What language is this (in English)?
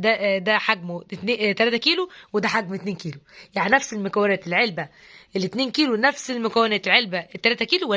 Egyptian Arabic